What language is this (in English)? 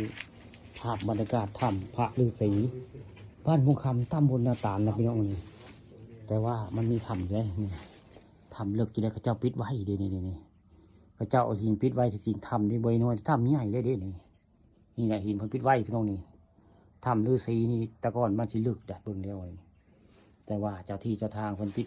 Northeastern Thai